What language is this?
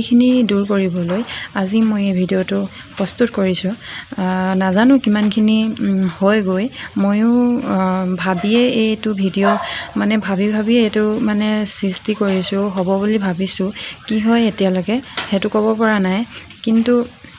Assamese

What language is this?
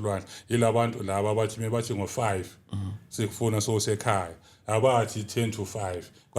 Zulu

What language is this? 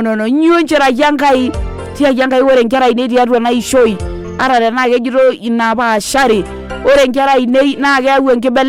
Masai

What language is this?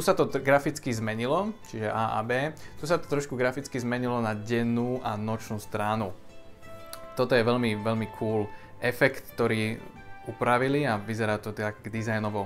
Slovak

